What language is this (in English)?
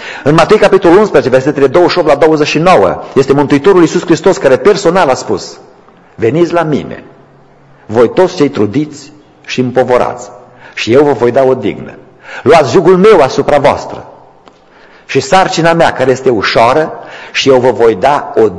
Romanian